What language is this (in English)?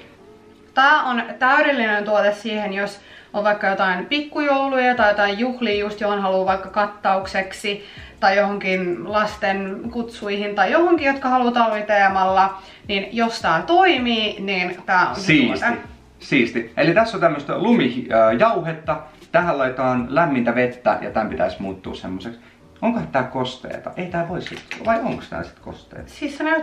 Finnish